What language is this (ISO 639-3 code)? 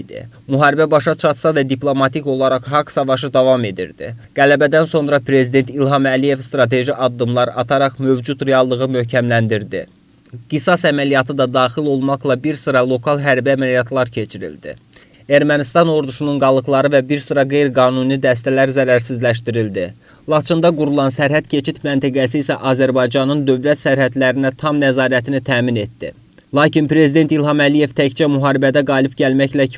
aze